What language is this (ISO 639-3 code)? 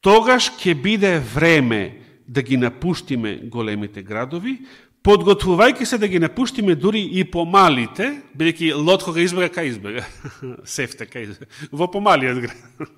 mkd